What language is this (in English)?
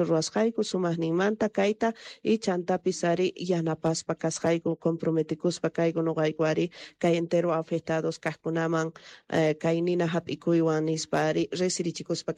South Bolivian Quechua